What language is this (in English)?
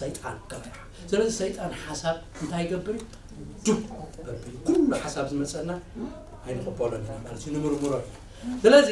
Tigrinya